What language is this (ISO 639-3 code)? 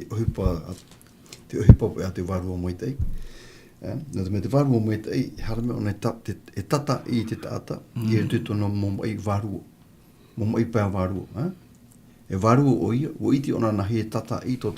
tah